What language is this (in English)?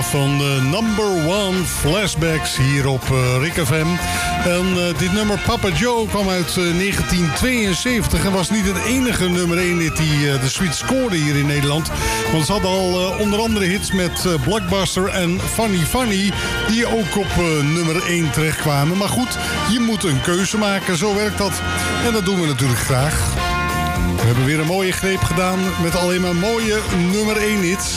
Dutch